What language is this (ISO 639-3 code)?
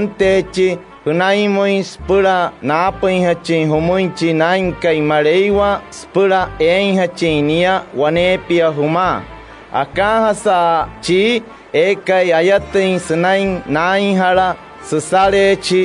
guc